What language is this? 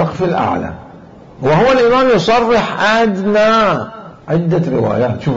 Mesopotamian Arabic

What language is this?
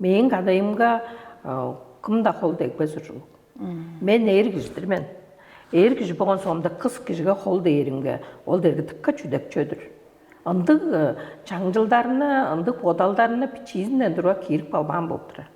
Tuvinian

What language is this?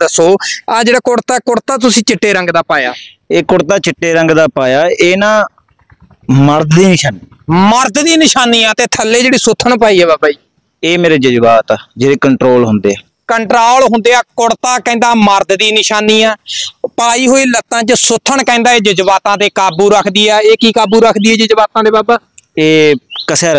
Punjabi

